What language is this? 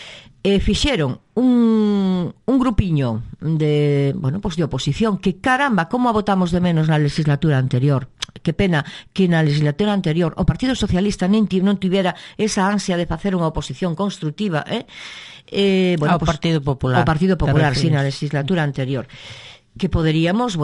Galician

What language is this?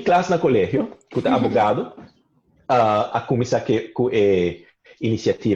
Papiamento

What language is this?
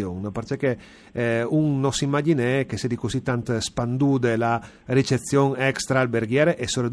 Friulian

